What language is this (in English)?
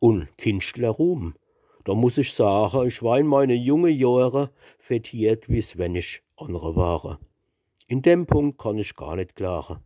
Palatine German